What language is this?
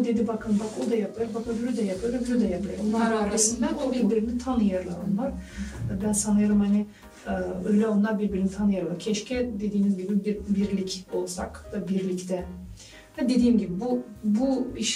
Gagauz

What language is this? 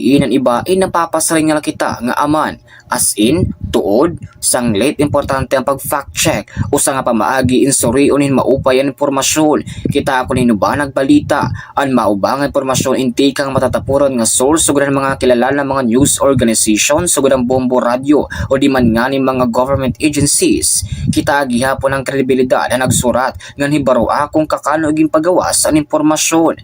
Waray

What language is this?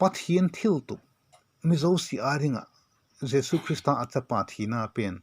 Vaiphei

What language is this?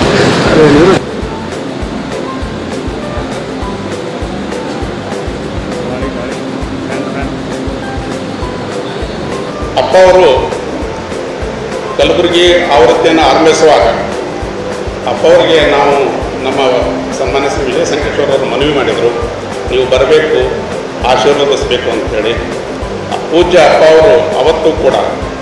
Kannada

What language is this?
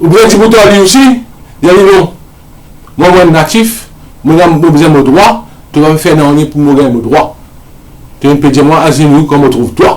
Morisyen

